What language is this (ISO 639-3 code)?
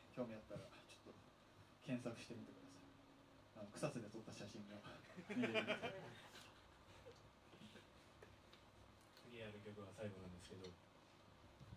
jpn